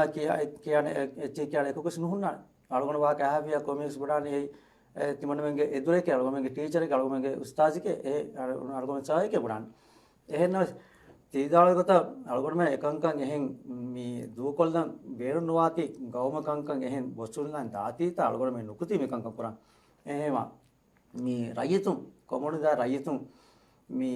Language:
Divehi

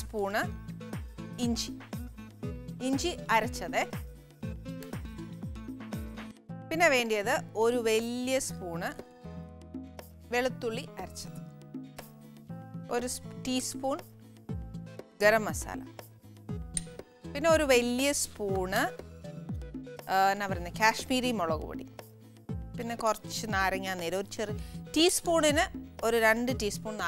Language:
Malayalam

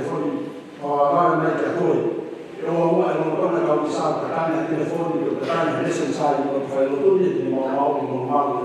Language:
Tongan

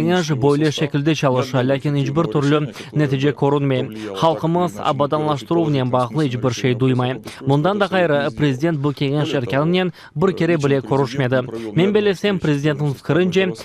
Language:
Crimean Tatar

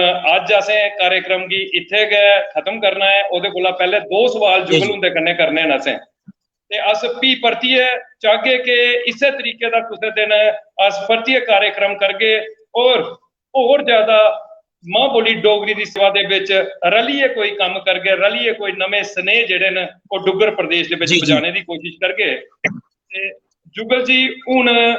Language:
Dogri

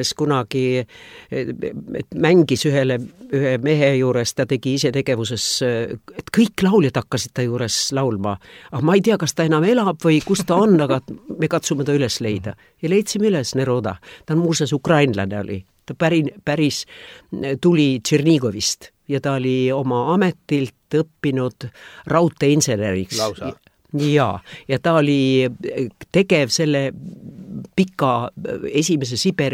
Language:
Estonian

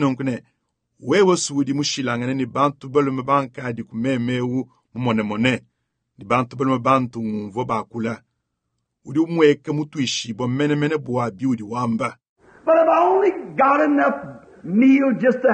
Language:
Luba-Lulua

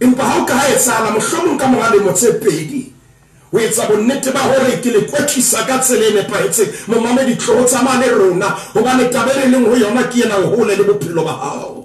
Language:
Southern Sotho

